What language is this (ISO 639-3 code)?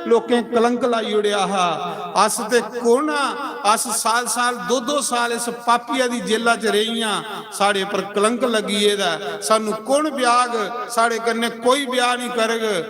doi